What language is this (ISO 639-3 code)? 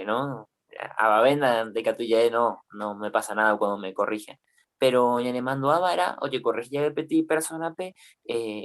grn